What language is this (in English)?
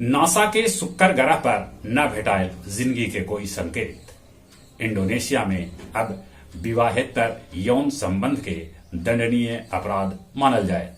Magahi